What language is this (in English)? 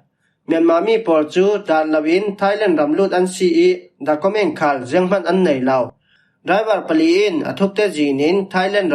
Falam Chin